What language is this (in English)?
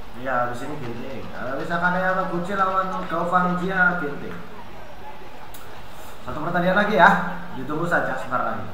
Indonesian